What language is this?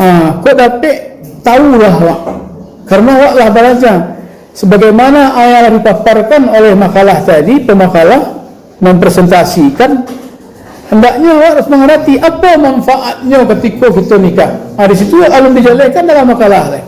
Minangkabau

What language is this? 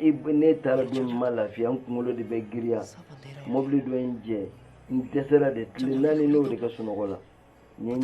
Bambara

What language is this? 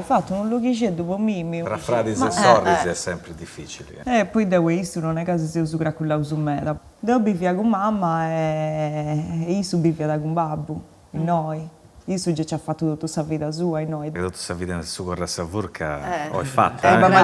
Sardinian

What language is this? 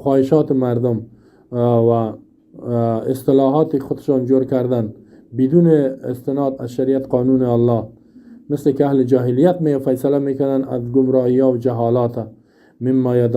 Persian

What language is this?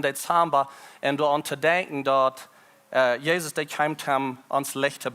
Plautdietsch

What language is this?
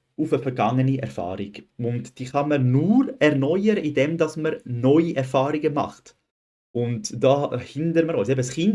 Swiss German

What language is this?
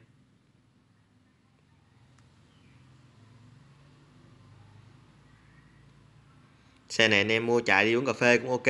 Vietnamese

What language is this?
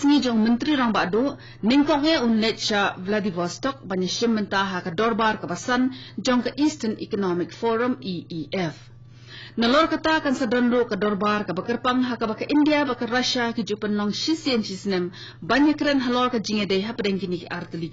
Khasi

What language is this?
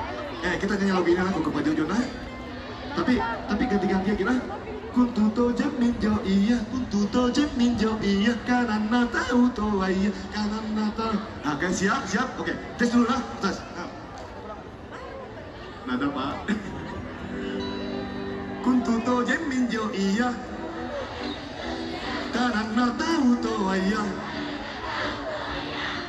Indonesian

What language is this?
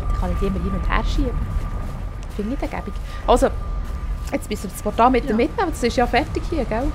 Swiss German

